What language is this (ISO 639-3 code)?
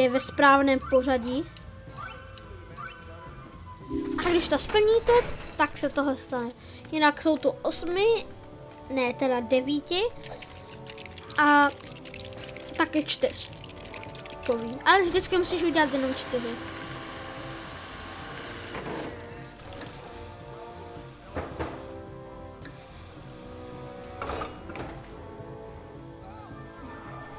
ces